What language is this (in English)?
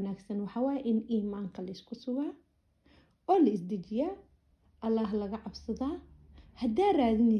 Somali